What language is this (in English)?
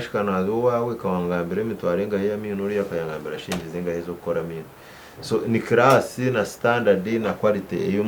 Nyankole